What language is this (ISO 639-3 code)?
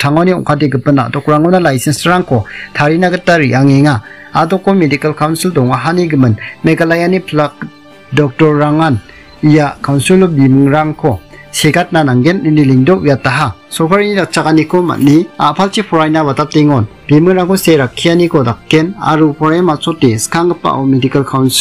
grt